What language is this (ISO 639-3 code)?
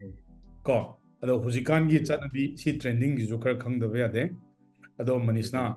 mni